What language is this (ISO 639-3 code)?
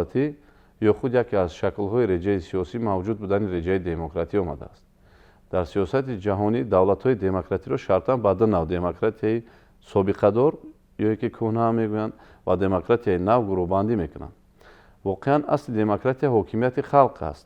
tgk